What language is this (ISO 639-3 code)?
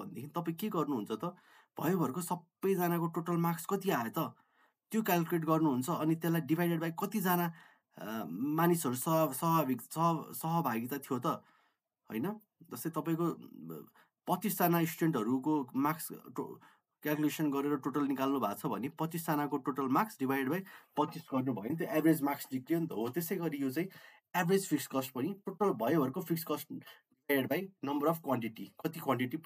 nep